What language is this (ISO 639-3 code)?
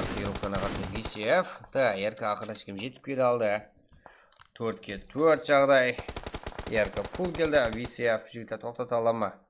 kaa